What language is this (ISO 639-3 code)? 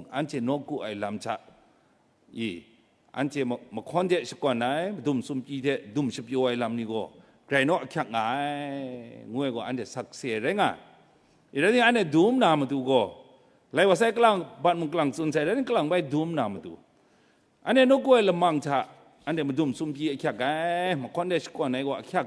kac